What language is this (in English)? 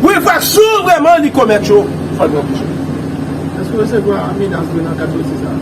Haitian Creole